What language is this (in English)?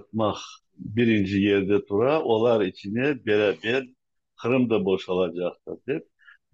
Crimean Tatar